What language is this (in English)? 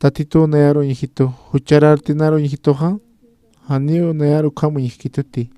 Aymara